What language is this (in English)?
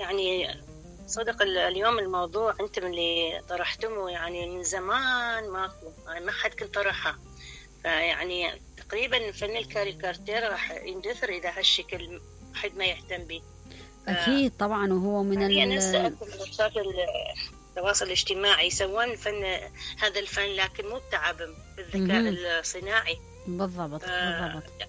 Mesopotamian Arabic